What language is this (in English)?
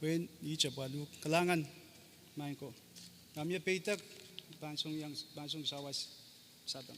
Pohnpeian